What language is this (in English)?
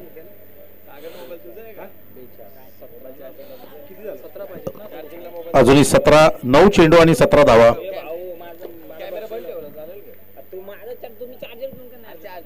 Marathi